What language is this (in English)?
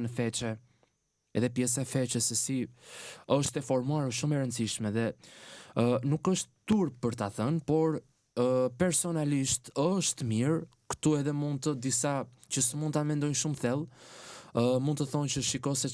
Albanian